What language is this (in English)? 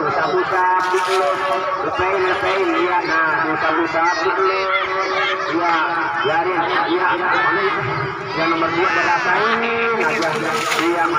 Betawi